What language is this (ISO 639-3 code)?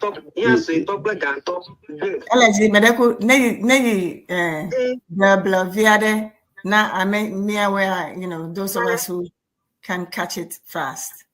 ewe